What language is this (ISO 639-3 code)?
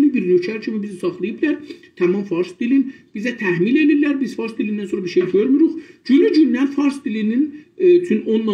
azb